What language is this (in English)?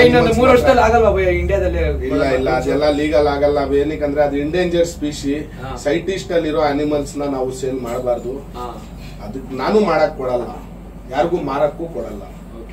Kannada